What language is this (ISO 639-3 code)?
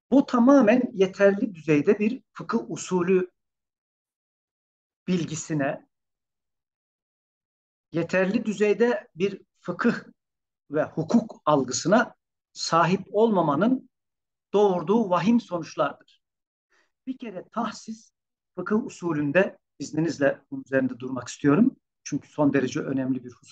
tur